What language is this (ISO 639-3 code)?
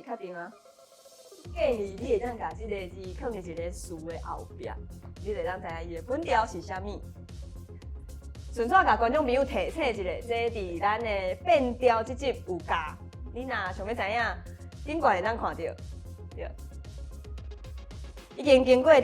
nan